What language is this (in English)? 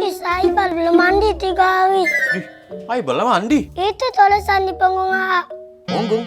Musi